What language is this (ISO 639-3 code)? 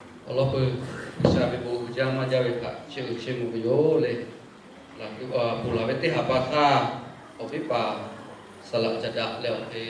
lhu